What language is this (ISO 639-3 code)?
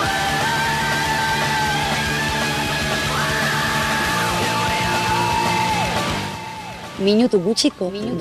eus